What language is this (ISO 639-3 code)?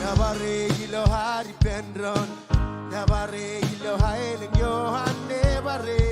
mah